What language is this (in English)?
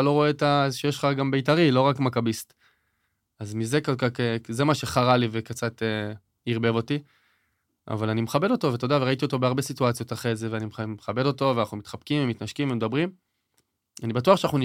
Hebrew